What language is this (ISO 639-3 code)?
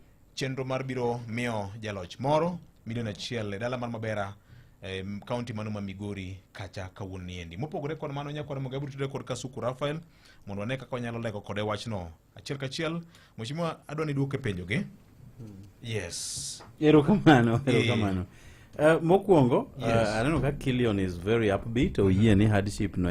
luo